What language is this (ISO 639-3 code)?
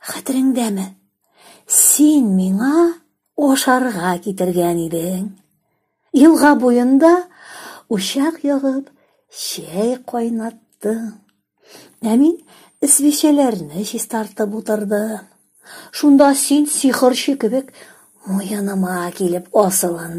tat